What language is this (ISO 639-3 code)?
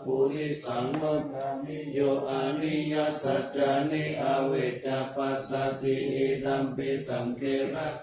pli